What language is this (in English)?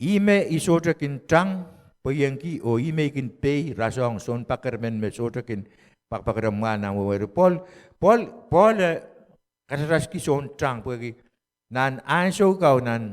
Pohnpeian